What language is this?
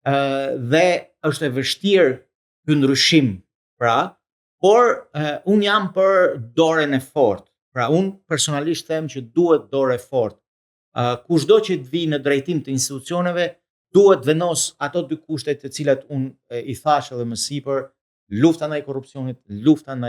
Albanian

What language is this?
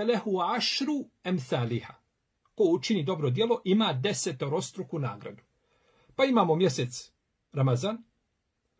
Bosnian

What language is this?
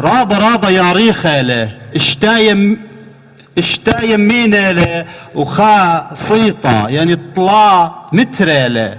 Assyrian Neo-Aramaic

